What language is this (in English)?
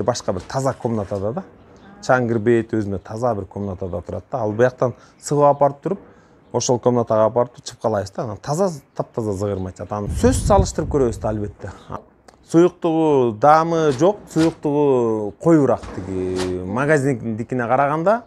Kyrgyz